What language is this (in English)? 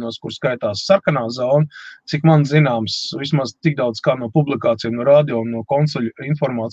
Latvian